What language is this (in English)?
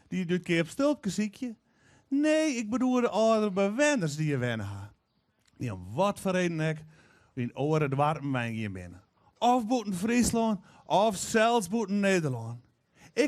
Western Frisian